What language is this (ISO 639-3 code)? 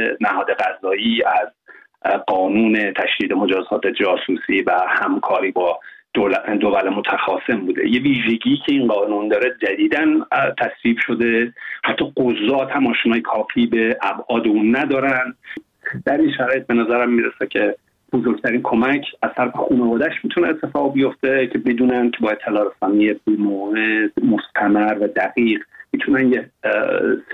fas